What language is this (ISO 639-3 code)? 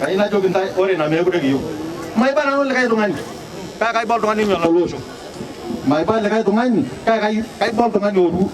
mas